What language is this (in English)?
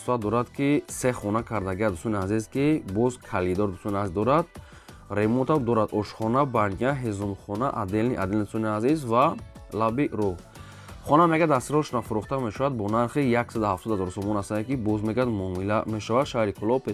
Tajik